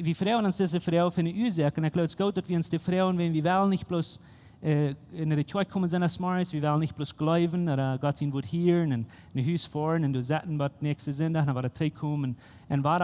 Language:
Plautdietsch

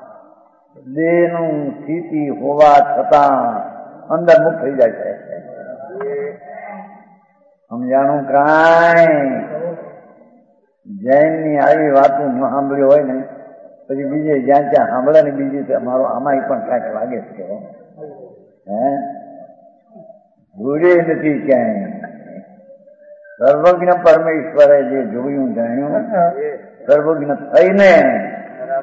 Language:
Gujarati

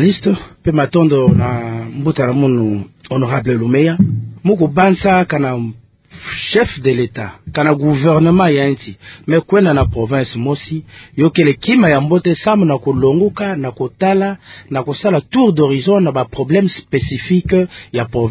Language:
Kituba (Democratic Republic of Congo)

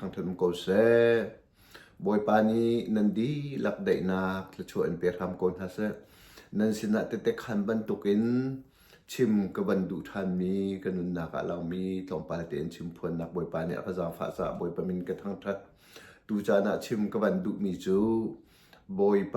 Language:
Hakha Chin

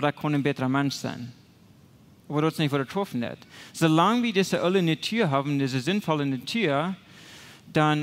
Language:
Plautdietsch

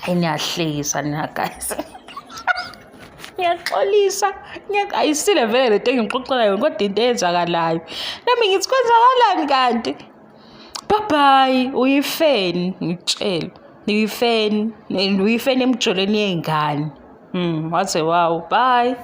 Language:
Zulu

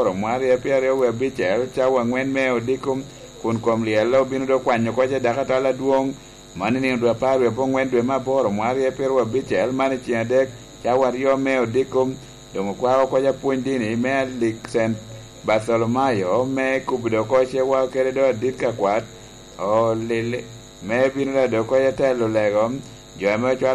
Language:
Lango (Uganda)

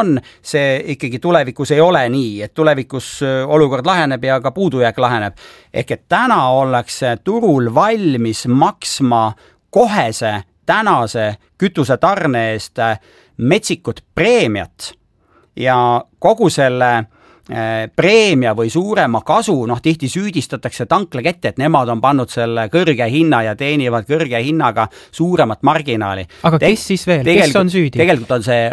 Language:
Estonian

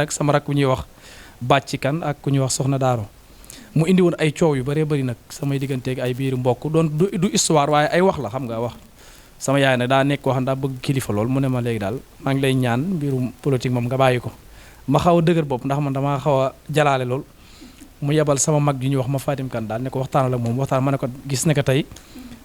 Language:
Wolof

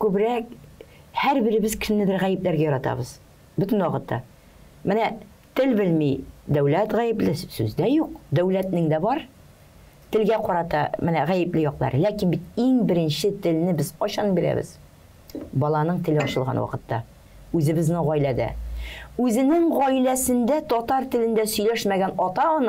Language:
Tatar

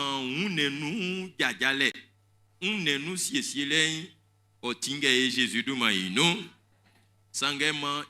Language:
Baoulé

